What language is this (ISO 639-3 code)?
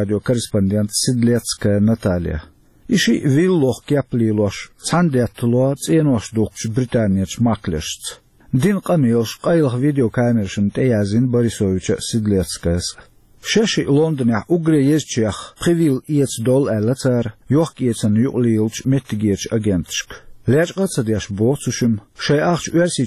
che